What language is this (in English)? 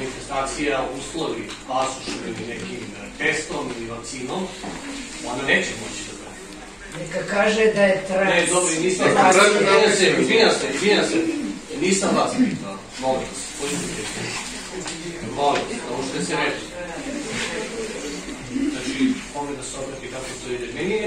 Serbian